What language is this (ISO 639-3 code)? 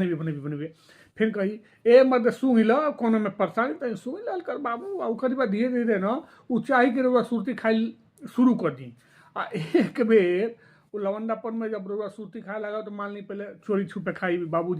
bho